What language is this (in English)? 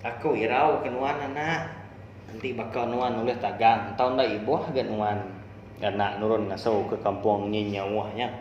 Iban